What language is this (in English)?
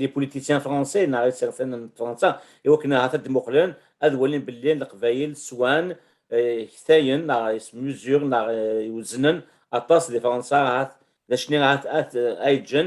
Kabyle